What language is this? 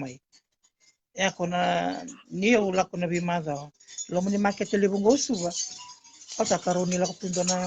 Fijian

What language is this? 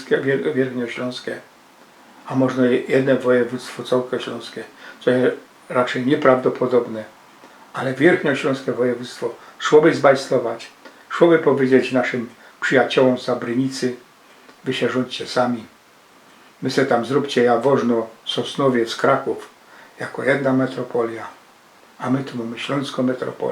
Silesian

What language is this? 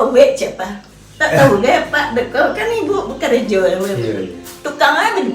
Minangkabau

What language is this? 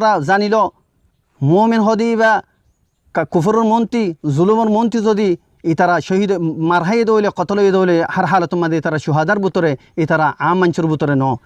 Rohingya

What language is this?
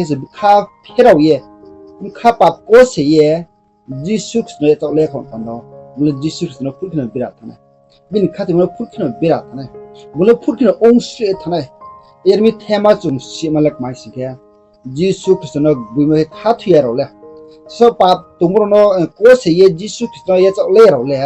Riang (India)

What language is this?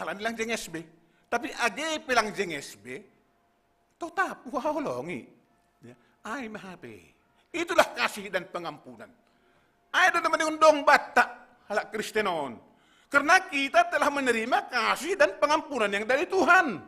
Batak Simalungun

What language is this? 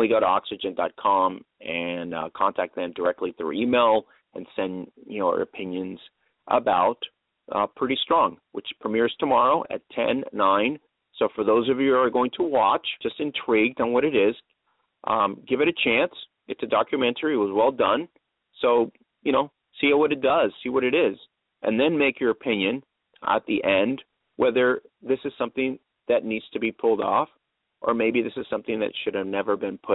English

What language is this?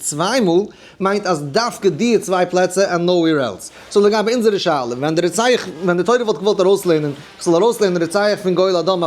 Yiddish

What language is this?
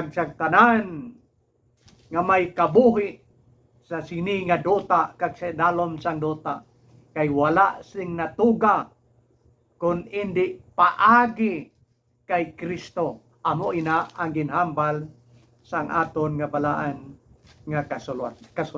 Hiligaynon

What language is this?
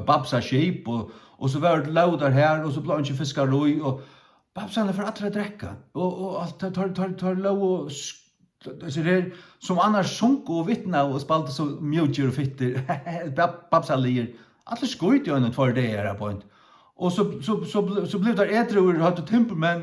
Faroese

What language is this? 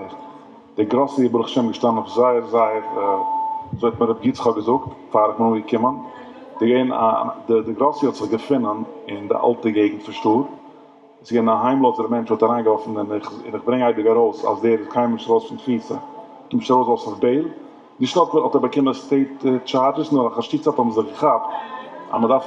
Yiddish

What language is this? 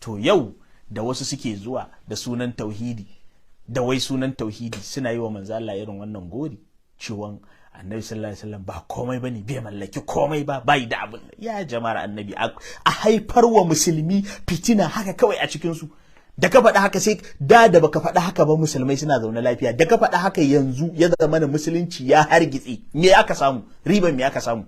Hausa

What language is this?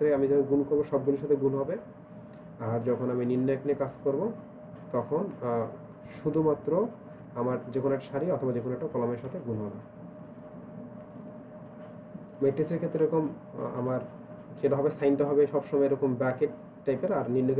Bangla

